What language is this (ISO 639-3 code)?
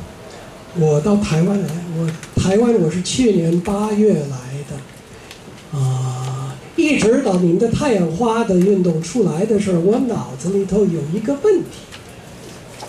zho